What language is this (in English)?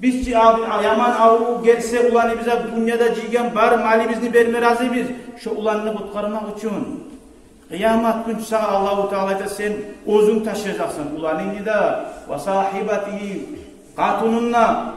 Kumyk